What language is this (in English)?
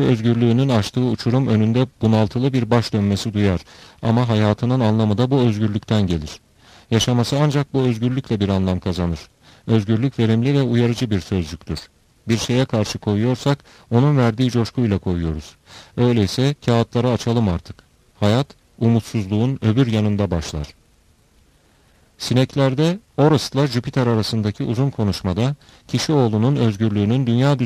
Turkish